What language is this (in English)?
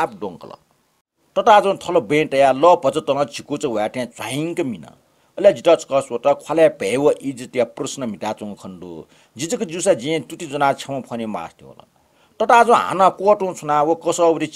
Newari